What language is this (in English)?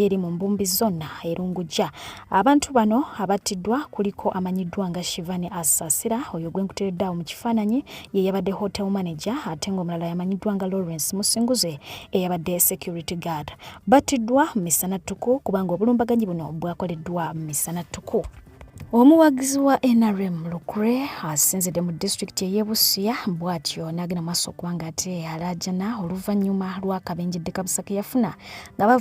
Ganda